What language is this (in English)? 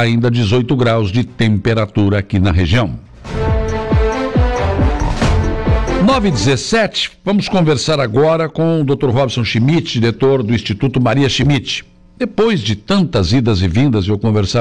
Portuguese